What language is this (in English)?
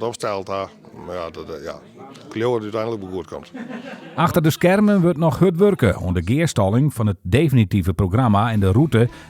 Western Frisian